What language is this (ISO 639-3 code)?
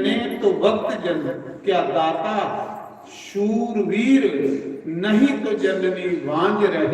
doi